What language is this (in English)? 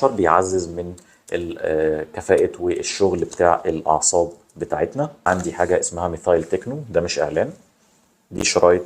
Egyptian Arabic